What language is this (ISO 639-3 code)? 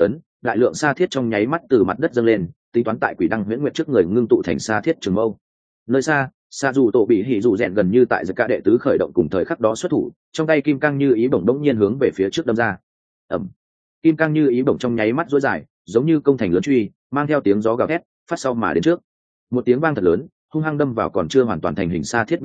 vie